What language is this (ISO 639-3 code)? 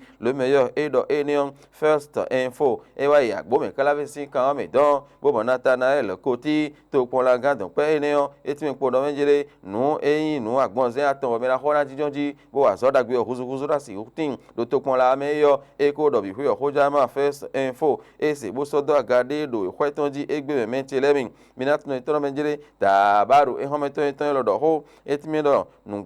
fon